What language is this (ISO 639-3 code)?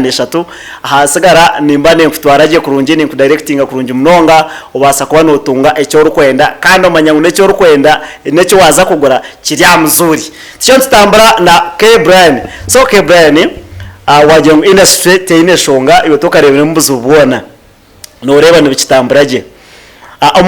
nyn